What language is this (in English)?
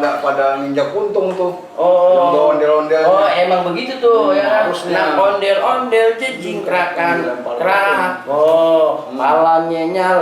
Betawi